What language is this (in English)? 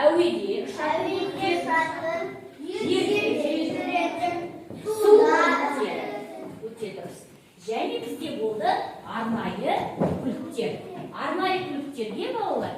Kazakh